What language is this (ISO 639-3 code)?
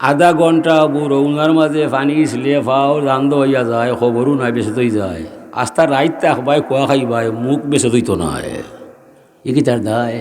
syl